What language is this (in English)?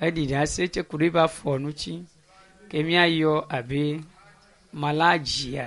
Ewe